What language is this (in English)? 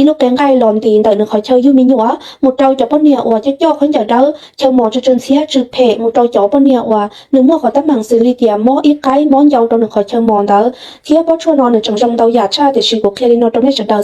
Hmong